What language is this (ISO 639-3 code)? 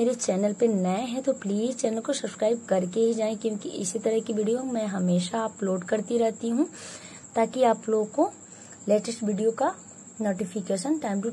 hin